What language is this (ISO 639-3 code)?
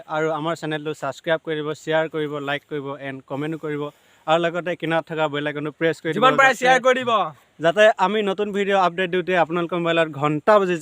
asm